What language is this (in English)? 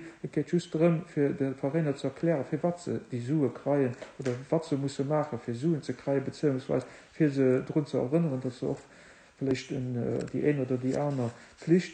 Luxembourgish